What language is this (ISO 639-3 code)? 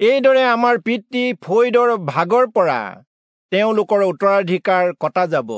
asm